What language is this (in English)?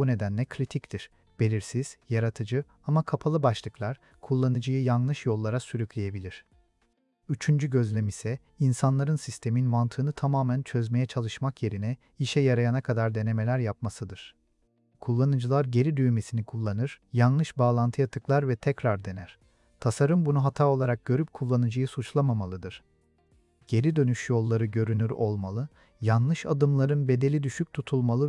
Turkish